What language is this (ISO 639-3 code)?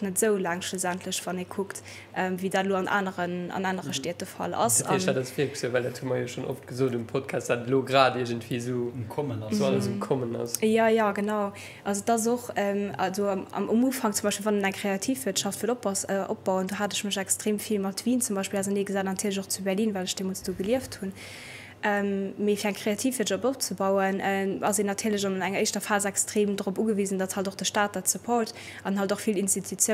ltz